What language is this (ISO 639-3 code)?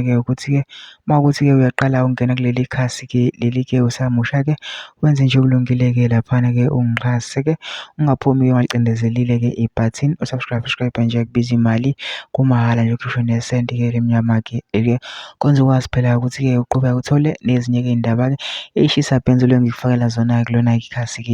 zul